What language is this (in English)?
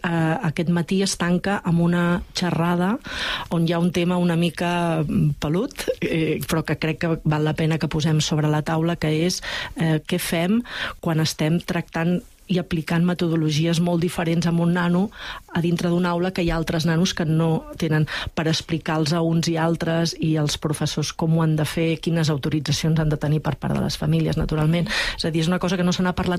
Catalan